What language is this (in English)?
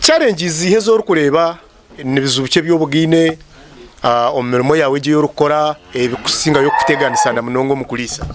Nyankole